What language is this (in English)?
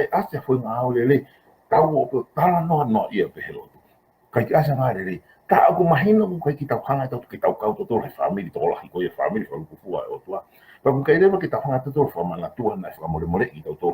Tongan